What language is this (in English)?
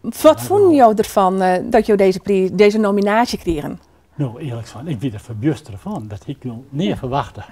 Western Frisian